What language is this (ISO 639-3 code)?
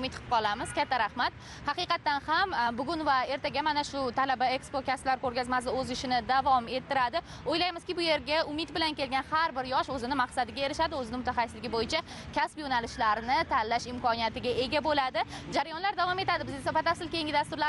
uzb